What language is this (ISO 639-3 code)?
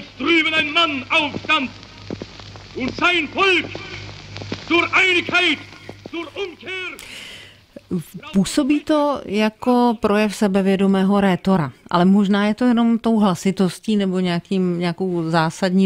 ces